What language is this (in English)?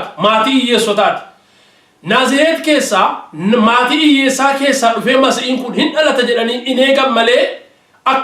Oromo